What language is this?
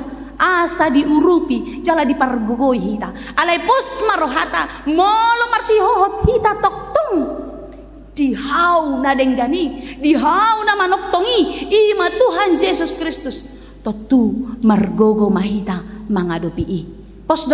Batak Toba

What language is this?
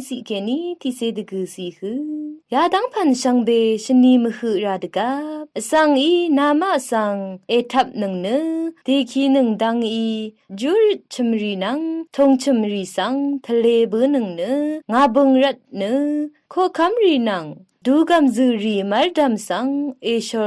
Rawang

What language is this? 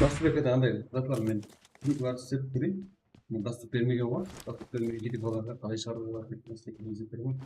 Kara-Kalpak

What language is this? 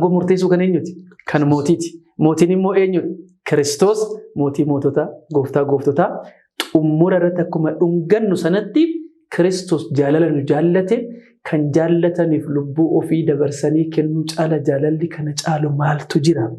Oromo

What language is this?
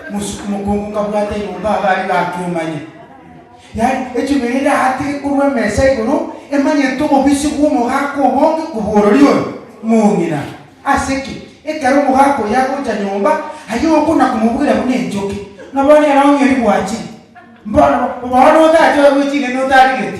Gusii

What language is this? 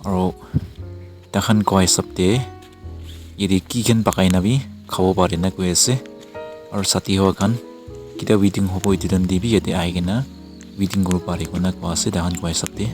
Naga Pidgin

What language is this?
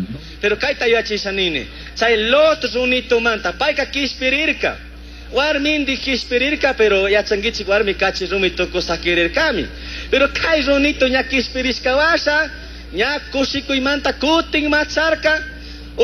Chimborazo Highland Quichua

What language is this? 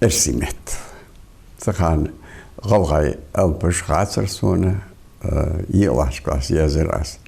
Ingush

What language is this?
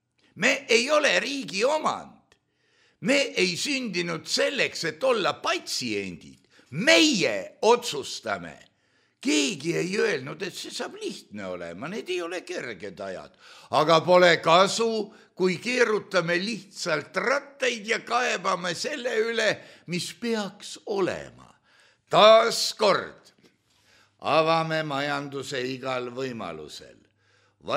Estonian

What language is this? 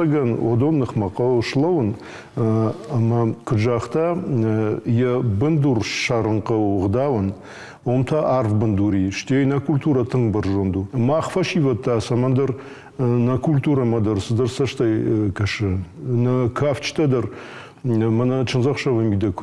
Ossetic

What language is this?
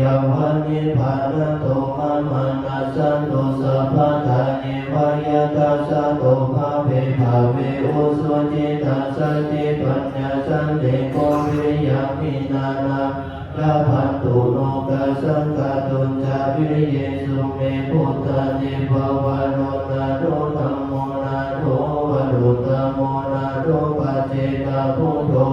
Pali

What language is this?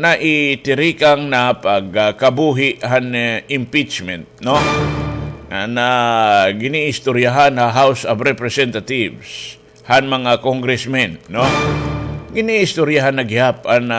Waray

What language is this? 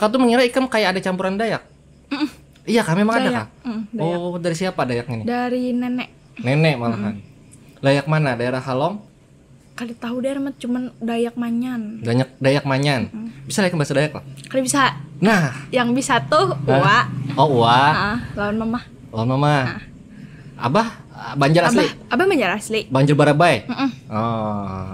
Banjar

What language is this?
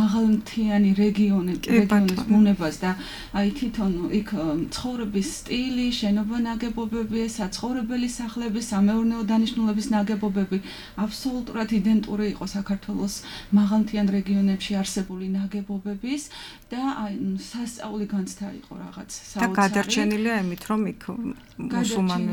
Georgian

